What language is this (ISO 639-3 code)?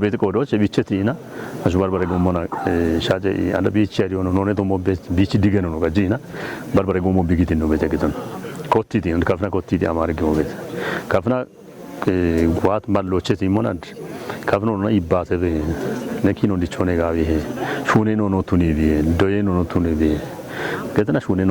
kbr